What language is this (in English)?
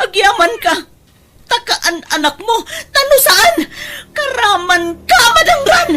Iloko